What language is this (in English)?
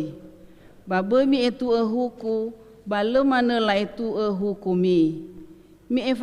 Nias